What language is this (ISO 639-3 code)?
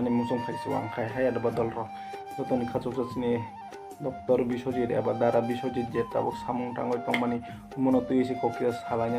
trp